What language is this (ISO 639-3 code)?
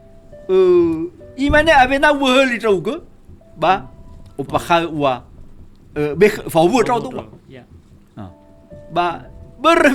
nia